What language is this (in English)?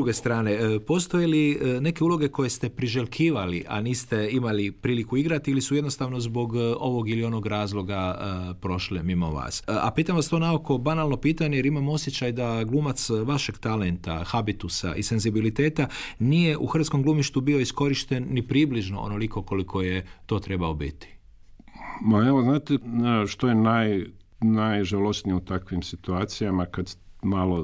Croatian